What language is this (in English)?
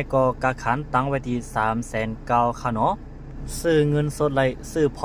Shan